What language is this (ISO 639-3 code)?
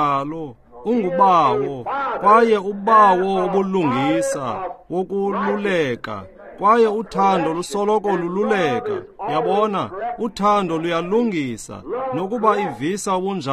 xho